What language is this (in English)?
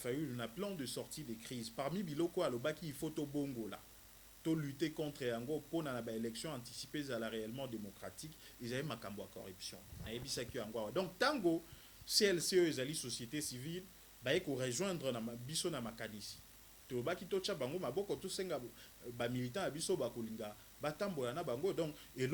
Lingala